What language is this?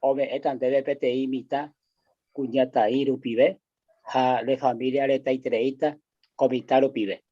Guarani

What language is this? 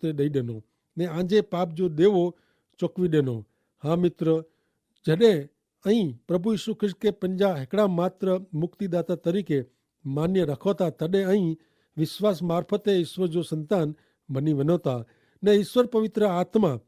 Kachhi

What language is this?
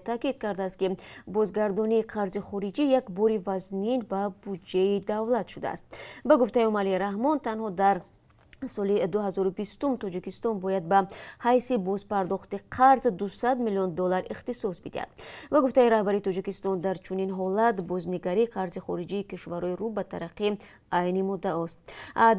Tajik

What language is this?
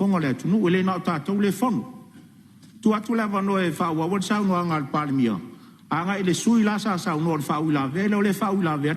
Samoan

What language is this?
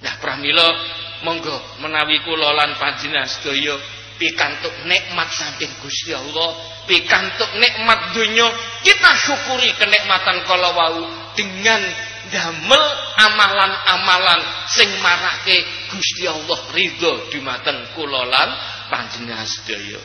Javanese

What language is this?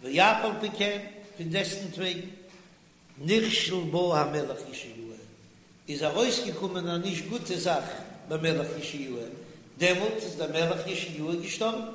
Yiddish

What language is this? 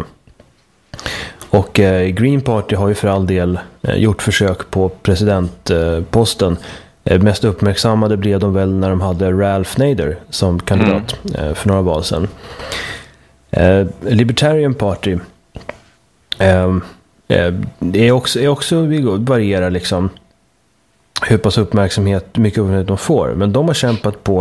Swedish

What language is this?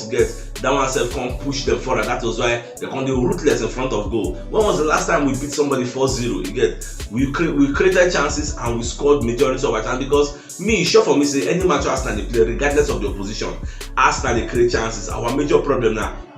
Nigerian Pidgin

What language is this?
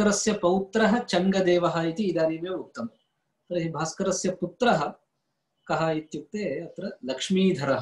Sanskrit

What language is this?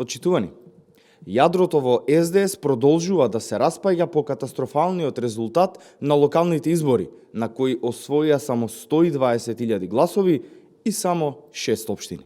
Macedonian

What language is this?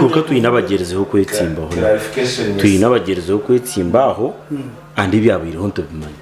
Nyankole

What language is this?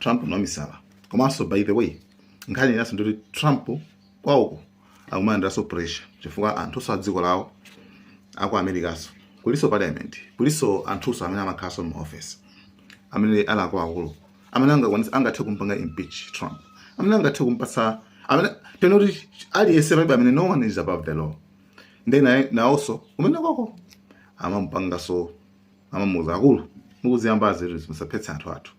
Nyanja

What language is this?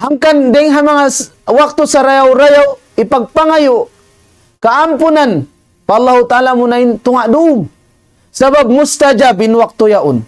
Tausug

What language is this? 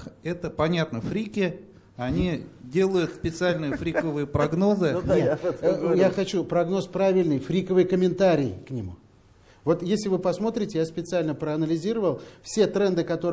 Russian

